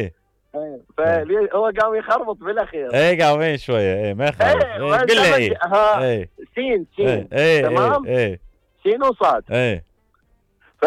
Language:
Mesopotamian Arabic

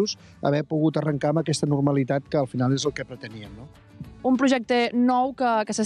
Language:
Catalan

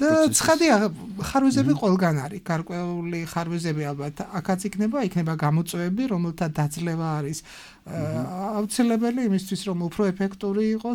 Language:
Georgian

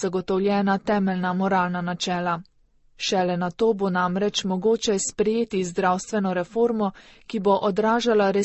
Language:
Slovenian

